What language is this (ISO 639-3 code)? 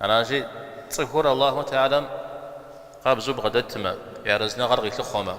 kbd